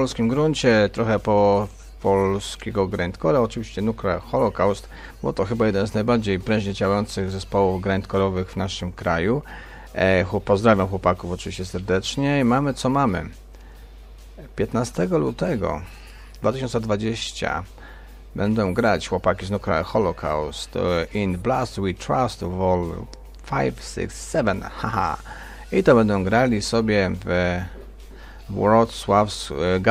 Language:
Polish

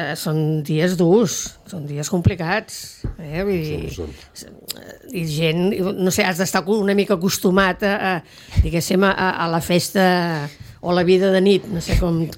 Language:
Catalan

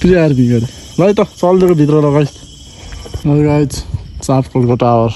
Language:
Nepali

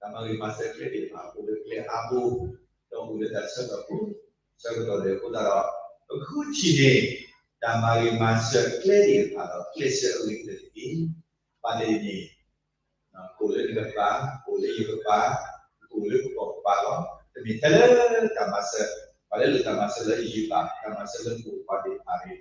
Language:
S'gaw Karen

